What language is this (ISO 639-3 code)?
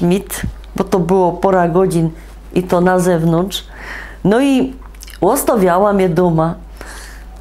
szl